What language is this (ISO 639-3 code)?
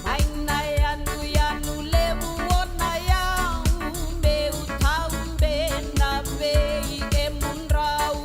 fij